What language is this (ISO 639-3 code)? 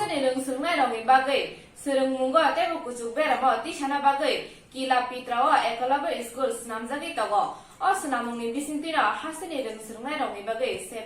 trp